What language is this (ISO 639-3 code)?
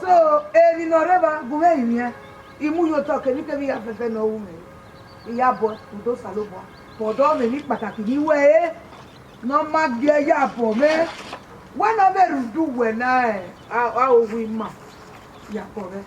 bin